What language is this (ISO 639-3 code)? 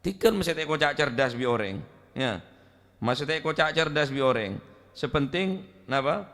mad